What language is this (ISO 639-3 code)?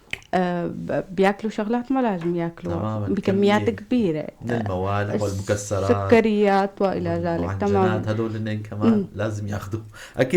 apc